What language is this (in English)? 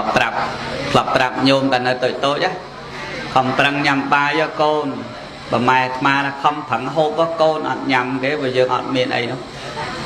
Khmer